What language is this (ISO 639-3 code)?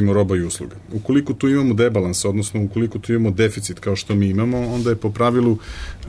srp